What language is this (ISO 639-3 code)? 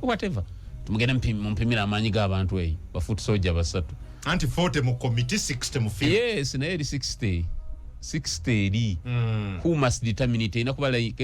lug